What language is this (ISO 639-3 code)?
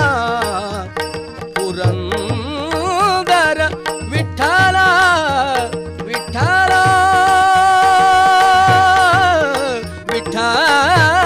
kan